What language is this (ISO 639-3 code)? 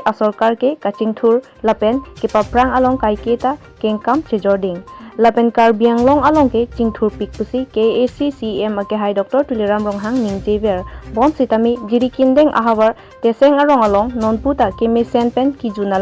mjw